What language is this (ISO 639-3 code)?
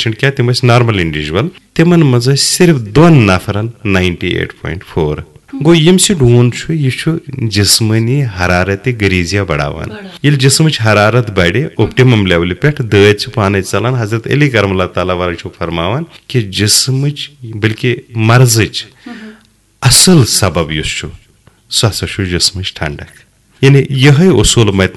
kas